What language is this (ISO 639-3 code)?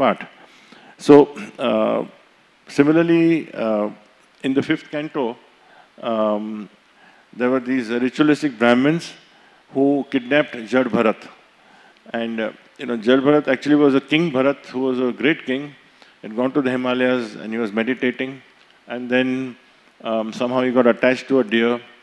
eng